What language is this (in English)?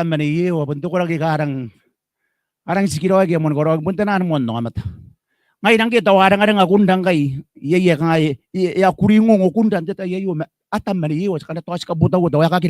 Gilbertese